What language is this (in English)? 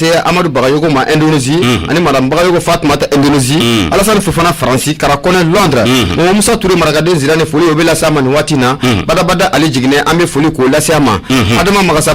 Bambara